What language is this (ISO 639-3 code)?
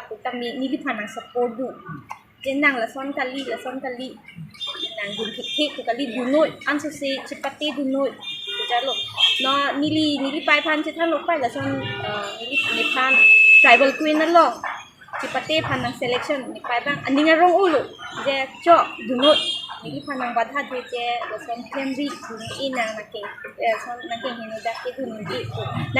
mjw